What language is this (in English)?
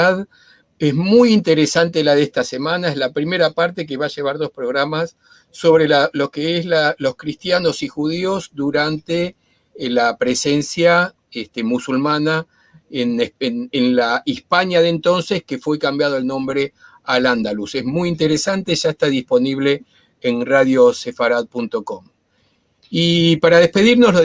Ladino